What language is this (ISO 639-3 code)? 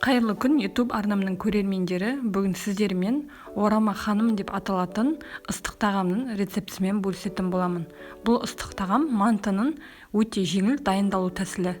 kaz